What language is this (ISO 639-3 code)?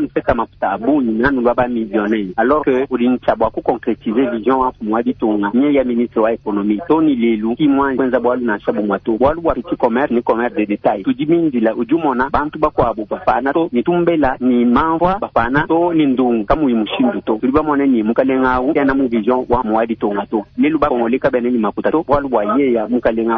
lua